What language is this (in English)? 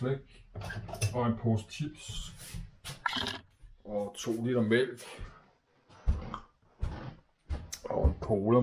Danish